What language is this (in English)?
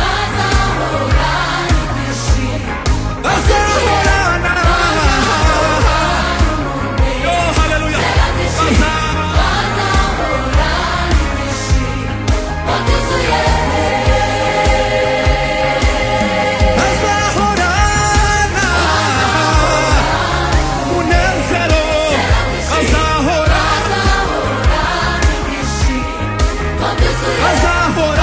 Kinyarwanda